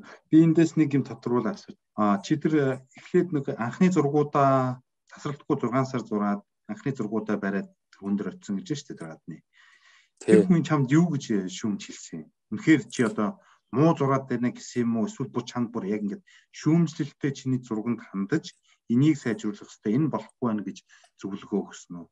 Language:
Mongolian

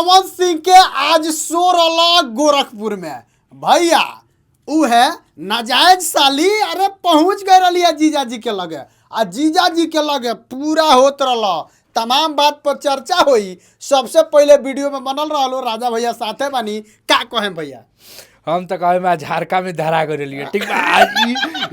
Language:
Bhojpuri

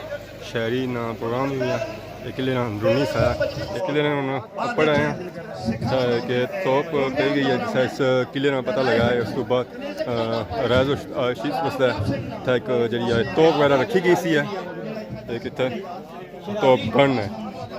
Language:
Pahari-Potwari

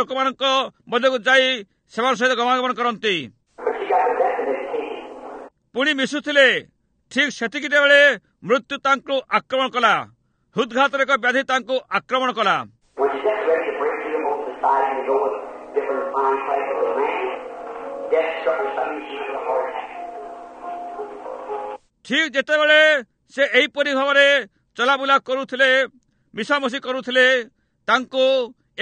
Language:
Odia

